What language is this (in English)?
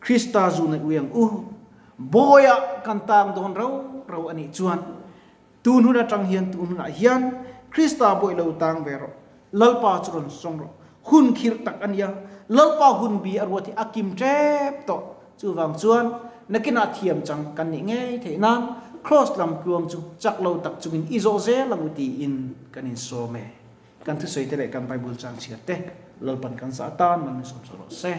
Mizo